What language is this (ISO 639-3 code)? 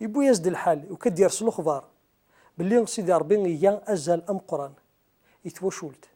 kab